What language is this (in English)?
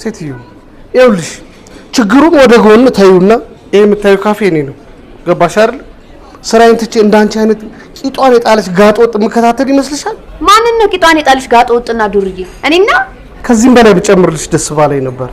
Amharic